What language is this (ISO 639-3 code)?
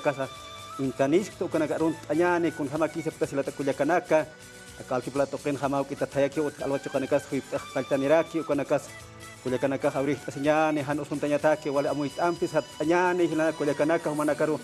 aym